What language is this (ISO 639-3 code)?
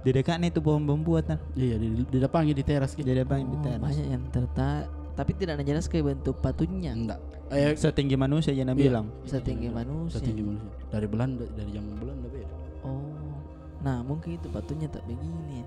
mfp